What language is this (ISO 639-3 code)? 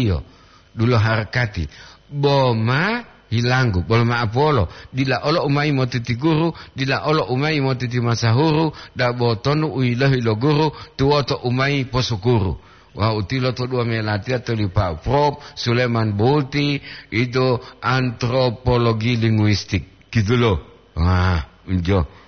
gor